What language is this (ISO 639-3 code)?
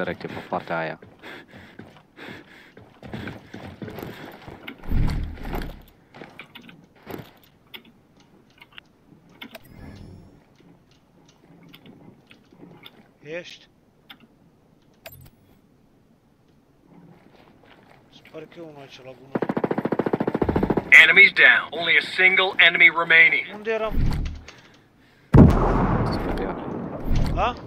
ron